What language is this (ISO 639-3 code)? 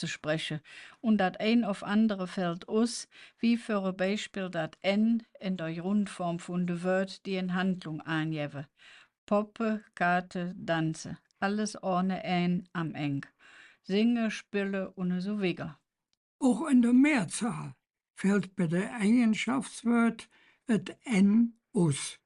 ksh